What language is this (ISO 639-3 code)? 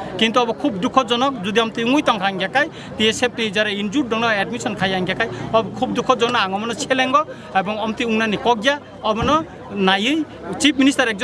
trp